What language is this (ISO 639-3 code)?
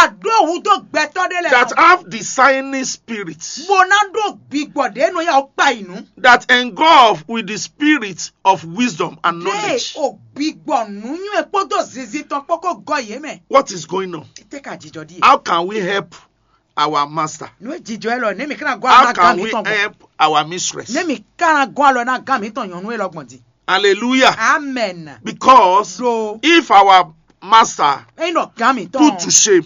fon